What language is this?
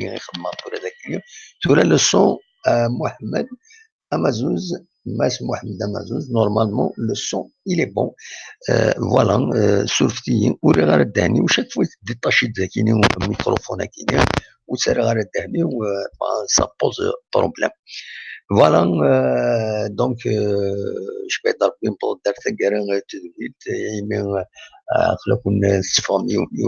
Kabyle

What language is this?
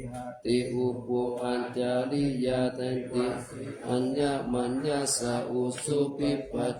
Pali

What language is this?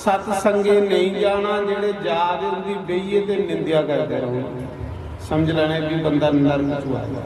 Dogri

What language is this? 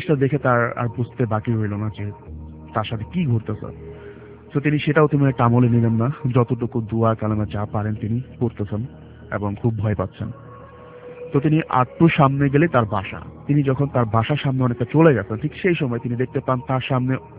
Bangla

